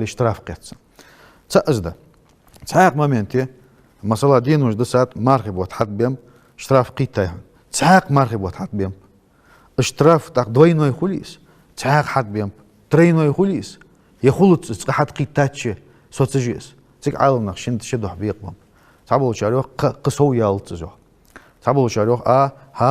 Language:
Ingush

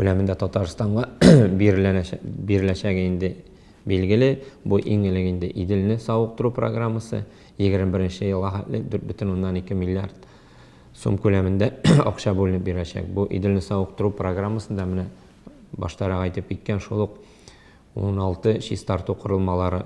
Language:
Tatar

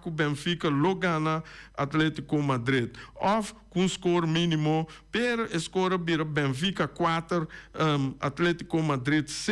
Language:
Papiamento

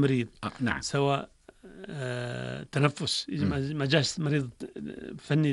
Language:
North Levantine Arabic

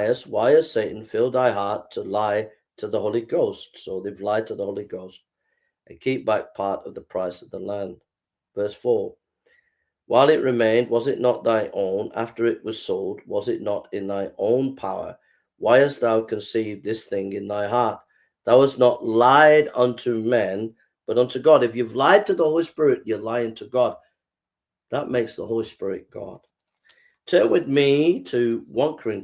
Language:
English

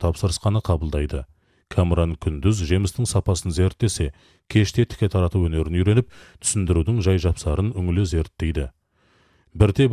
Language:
Kazakh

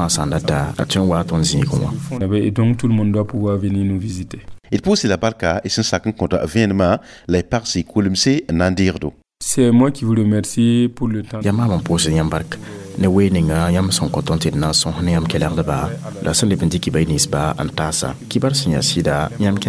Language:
Mossi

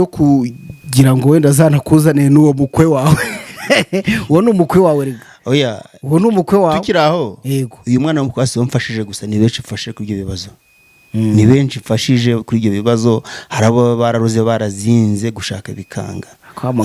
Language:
Kinyarwanda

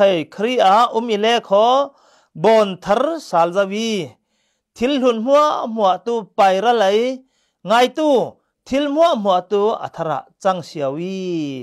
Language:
Falam Chin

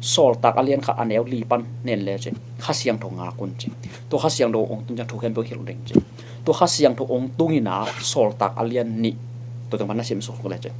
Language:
Tedim Chin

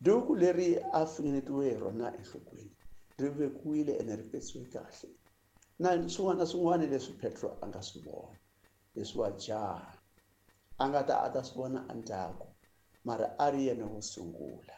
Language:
Tsonga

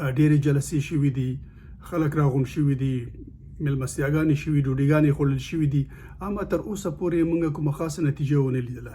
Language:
Pashto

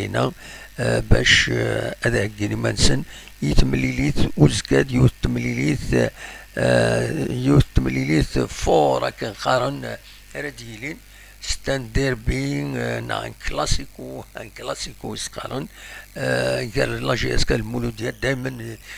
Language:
Kabyle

